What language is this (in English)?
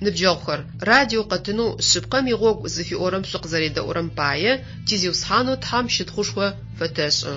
Adyghe